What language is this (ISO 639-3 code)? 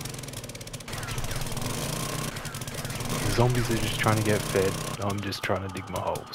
eng